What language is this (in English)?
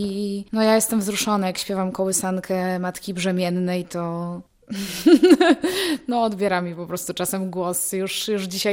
Polish